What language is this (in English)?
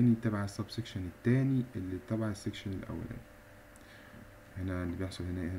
Egyptian Arabic